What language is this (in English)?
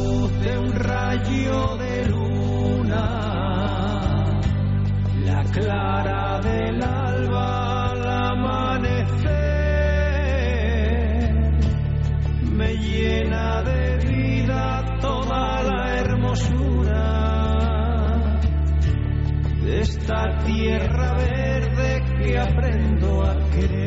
Basque